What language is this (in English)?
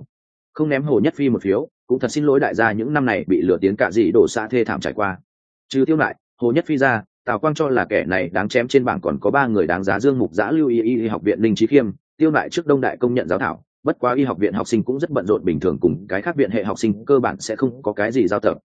Vietnamese